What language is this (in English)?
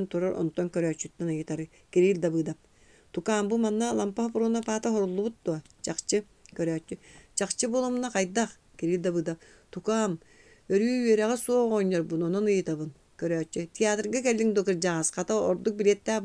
Yakut